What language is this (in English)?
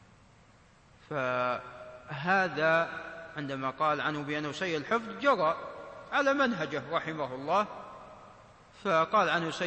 Arabic